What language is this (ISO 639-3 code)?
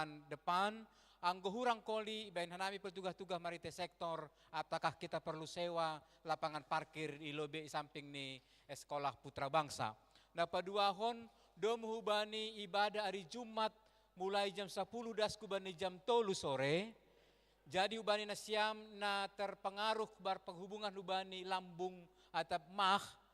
bts